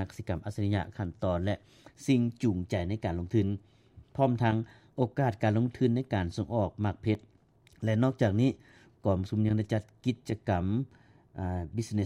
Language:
Lao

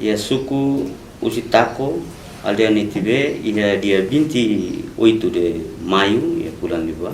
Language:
Tetum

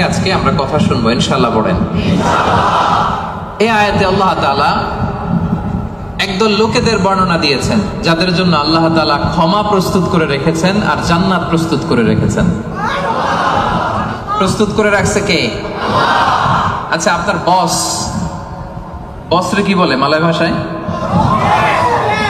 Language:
Bangla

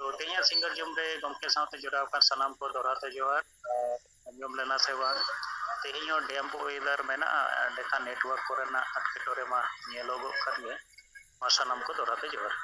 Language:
Santali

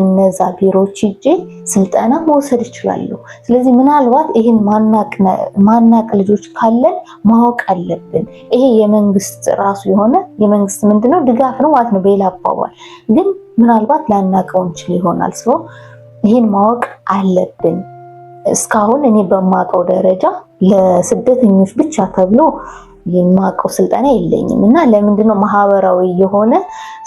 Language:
Amharic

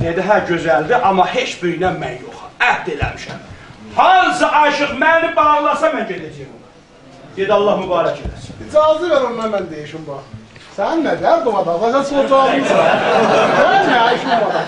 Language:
South Azerbaijani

